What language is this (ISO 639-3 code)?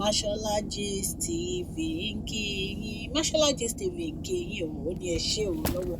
yor